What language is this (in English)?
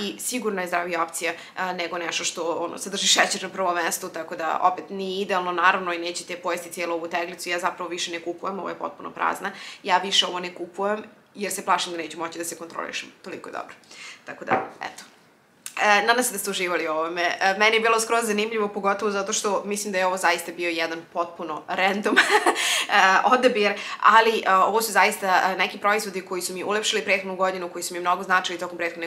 Serbian